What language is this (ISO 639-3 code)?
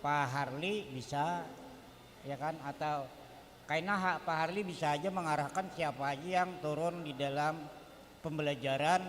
bjn